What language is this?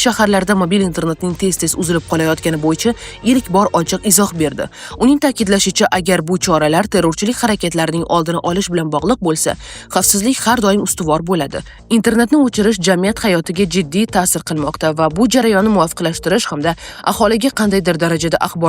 Uzbek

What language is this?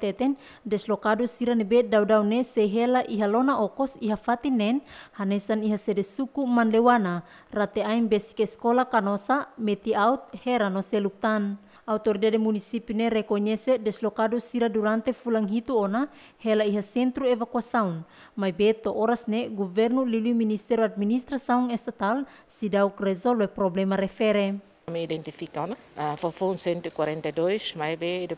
Tetum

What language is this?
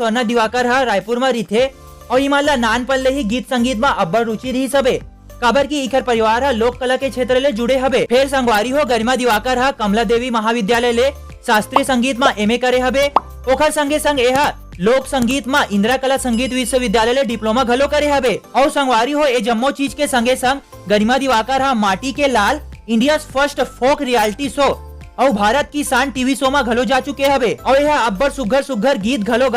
Chhattisgarhi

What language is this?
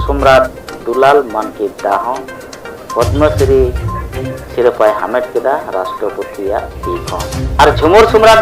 Santali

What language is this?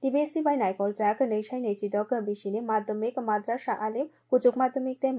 Kok Borok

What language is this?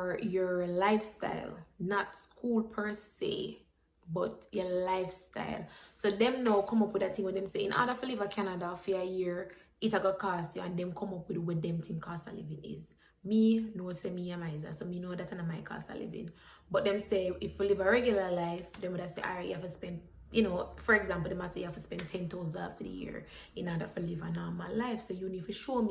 Jamaican Creole English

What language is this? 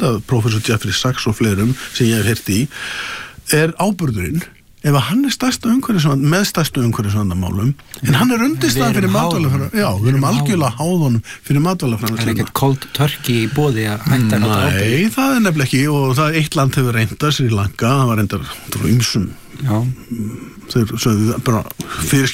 Icelandic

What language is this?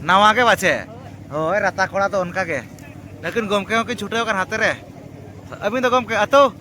Santali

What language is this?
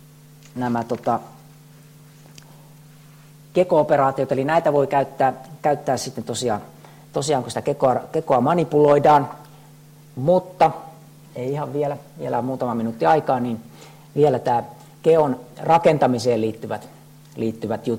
Finnish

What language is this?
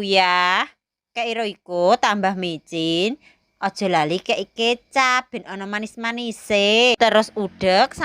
Javanese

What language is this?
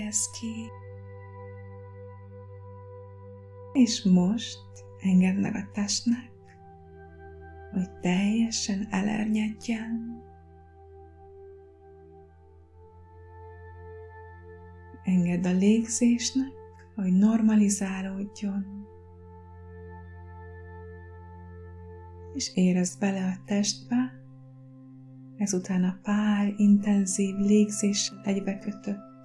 Hungarian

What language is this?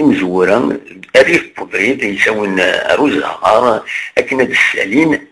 Kabyle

